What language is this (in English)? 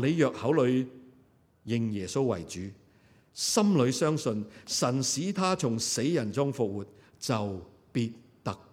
Cantonese